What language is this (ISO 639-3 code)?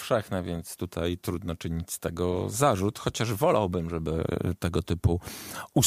pol